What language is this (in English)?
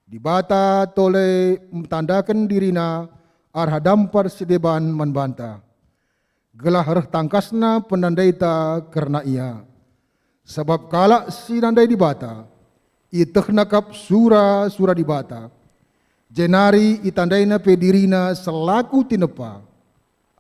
Batak Karo